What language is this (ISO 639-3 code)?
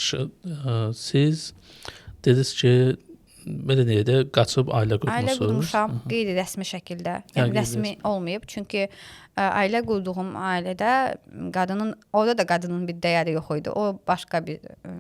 aze